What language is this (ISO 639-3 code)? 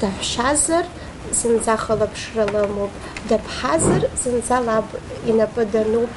abk